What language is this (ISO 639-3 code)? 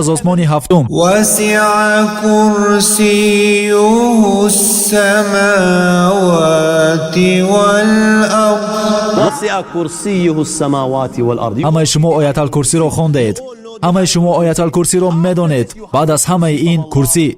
tgk